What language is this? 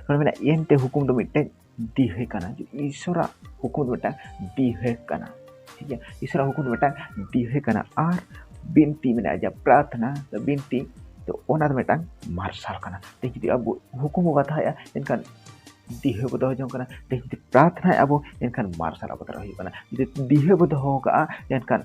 Santali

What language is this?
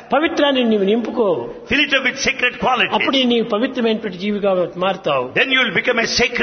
Telugu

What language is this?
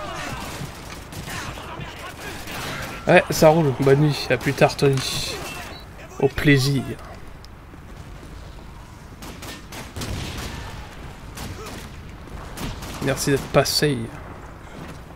French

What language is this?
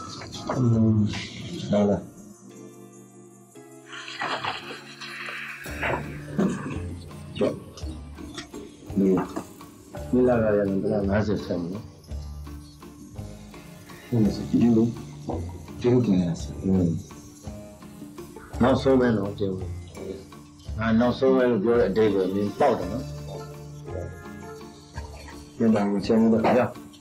Burmese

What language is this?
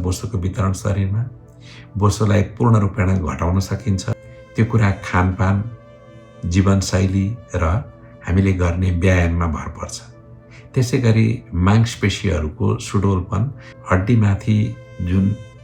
Nepali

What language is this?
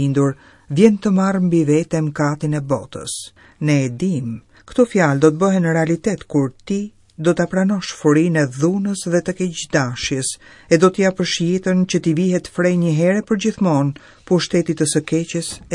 Albanian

